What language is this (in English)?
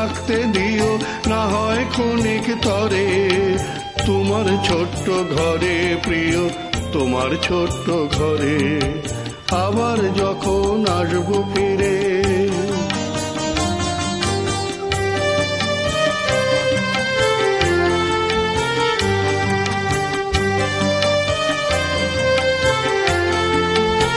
Bangla